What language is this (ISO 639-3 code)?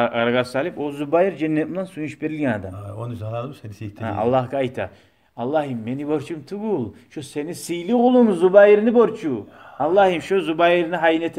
kum